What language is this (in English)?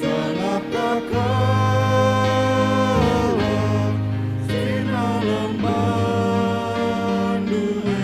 Batak Karo